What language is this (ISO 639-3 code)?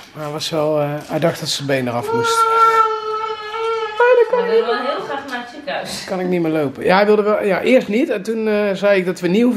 nld